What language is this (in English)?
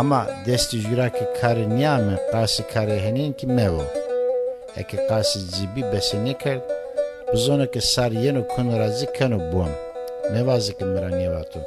Zaza